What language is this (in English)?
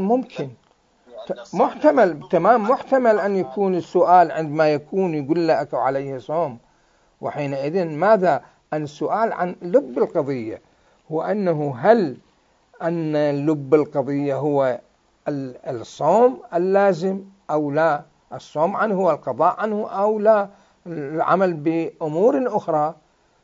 Mesopotamian Arabic